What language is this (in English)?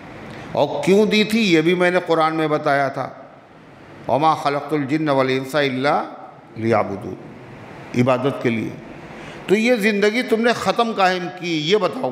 Urdu